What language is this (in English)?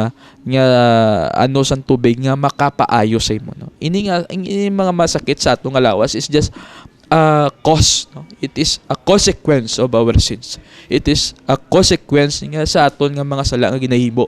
Hiligaynon